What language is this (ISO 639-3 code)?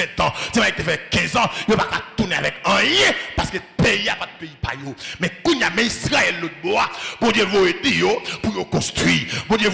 hat